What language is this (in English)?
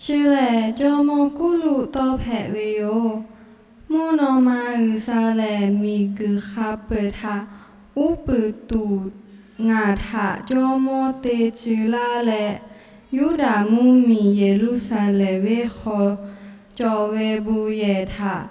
Lahu